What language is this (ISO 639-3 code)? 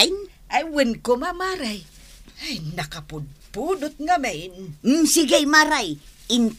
ilo